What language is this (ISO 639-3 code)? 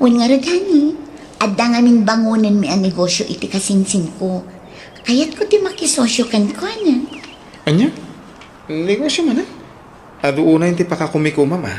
ilo